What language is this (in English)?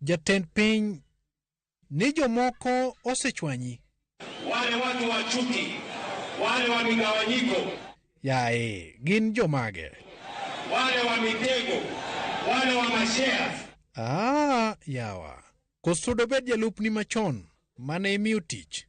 Luo (Kenya and Tanzania)